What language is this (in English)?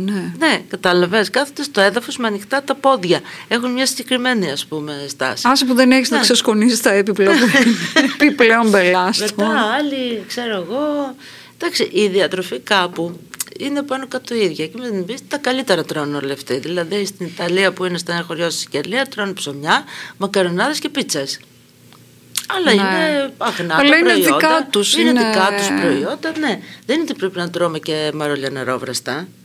Greek